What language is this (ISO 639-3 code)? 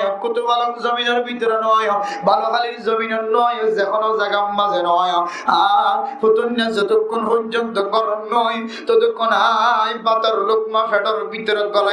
rhg